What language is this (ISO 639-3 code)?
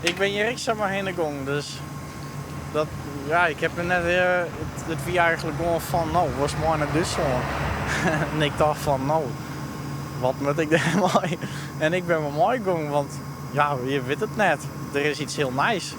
fry